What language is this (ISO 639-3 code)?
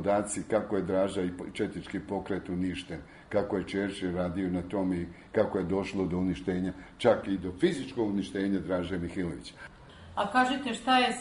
srp